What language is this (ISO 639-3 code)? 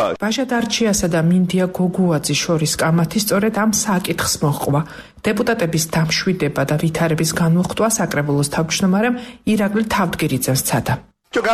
kat